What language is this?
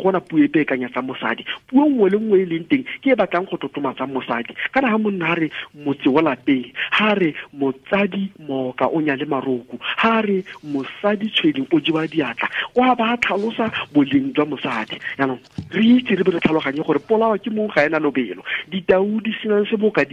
Tswana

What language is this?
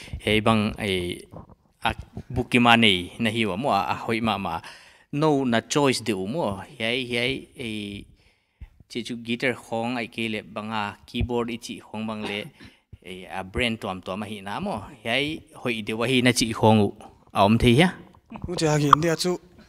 Paite Chin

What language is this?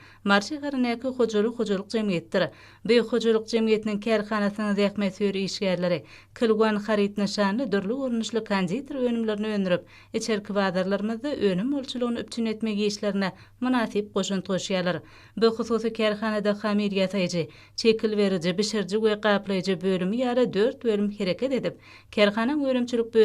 Turkmen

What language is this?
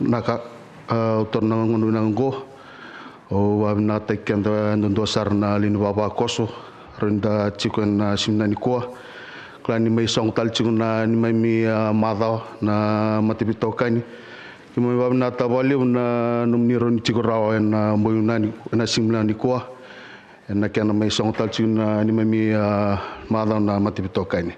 Fijian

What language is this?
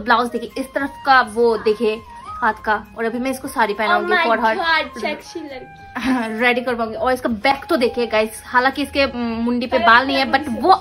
Hindi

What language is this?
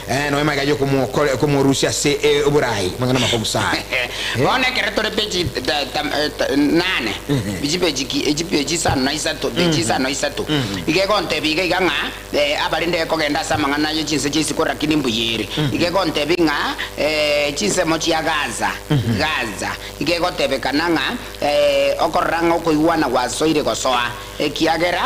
Gusii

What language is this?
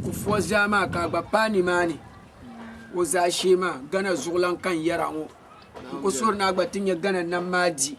Dagbani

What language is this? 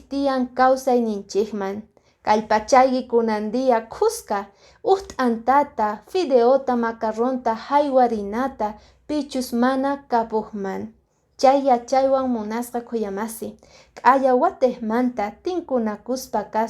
Quechua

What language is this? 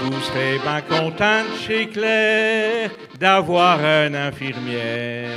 Picard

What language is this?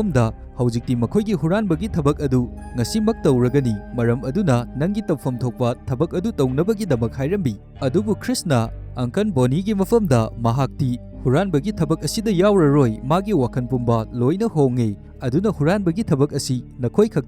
Manipuri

